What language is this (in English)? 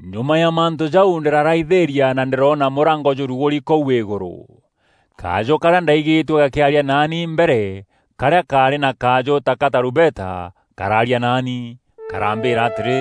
Meru